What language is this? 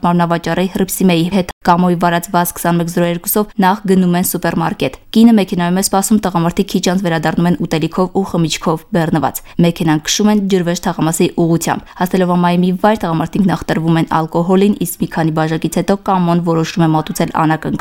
Armenian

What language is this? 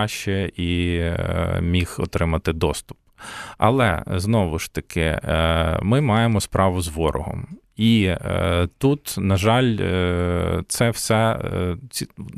Ukrainian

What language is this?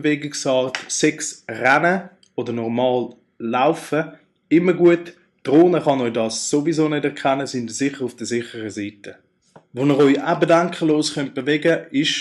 Swiss German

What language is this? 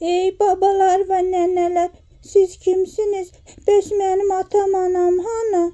Azerbaijani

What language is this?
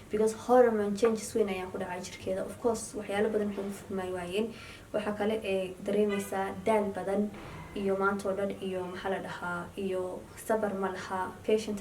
Somali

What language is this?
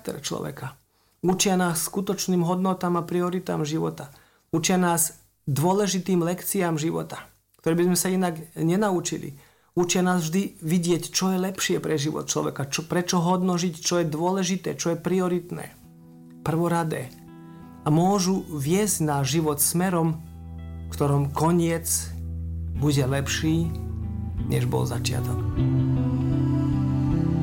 Slovak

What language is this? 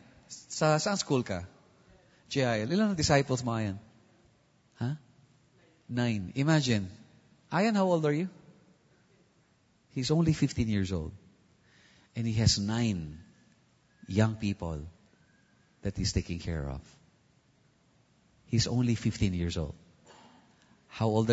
Filipino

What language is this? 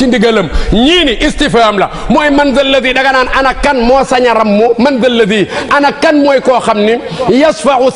Wolof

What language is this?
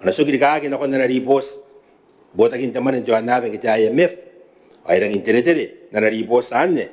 Gilbertese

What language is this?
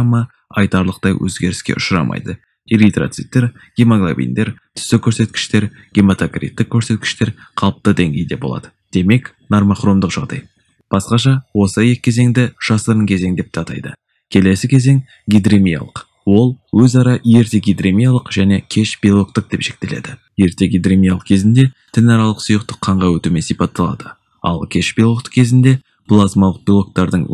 Kazakh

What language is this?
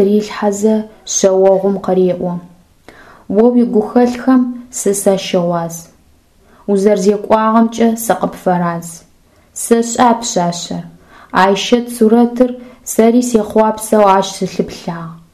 Adyghe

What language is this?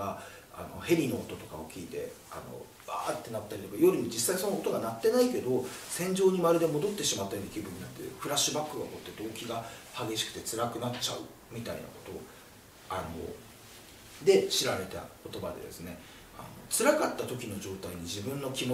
Japanese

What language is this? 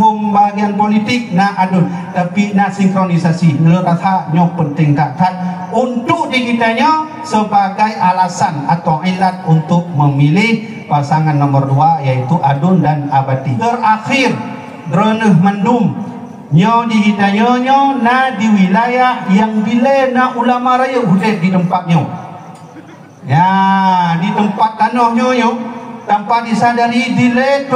Achinese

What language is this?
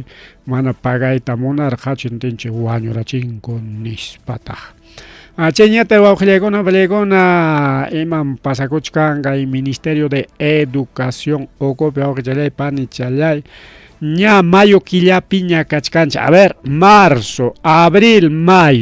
Ayacucho Quechua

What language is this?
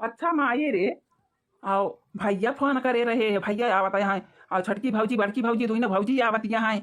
Awadhi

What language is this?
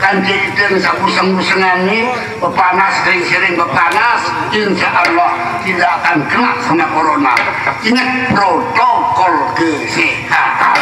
Sasak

